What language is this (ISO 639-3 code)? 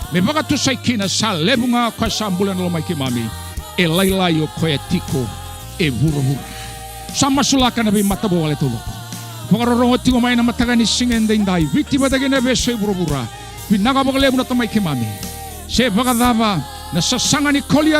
fij